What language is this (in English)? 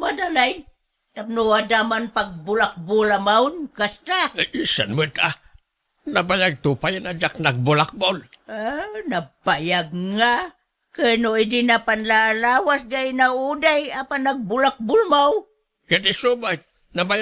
Iloko